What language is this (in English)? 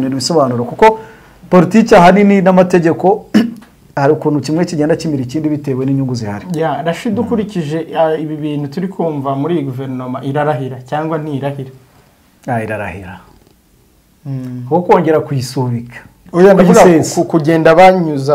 Kinyarwanda